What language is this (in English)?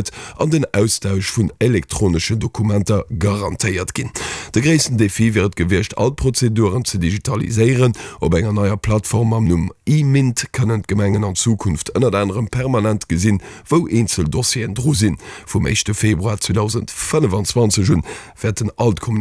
Luxembourgish